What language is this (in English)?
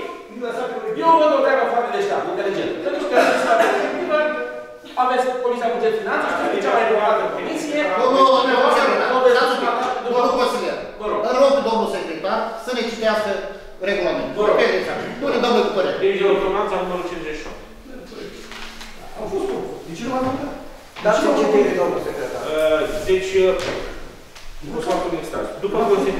Romanian